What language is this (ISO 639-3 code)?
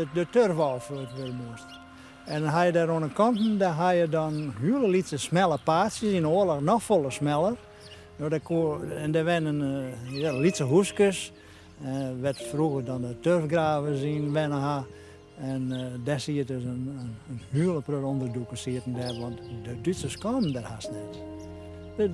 fry